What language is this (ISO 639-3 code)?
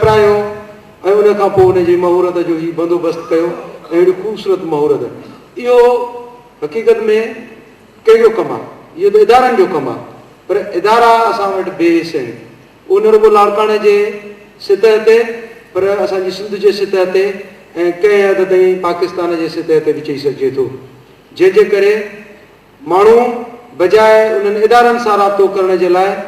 snd